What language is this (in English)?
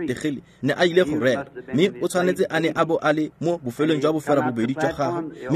Tswana